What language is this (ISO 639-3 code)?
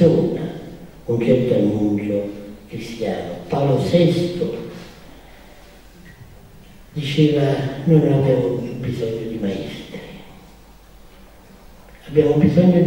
ita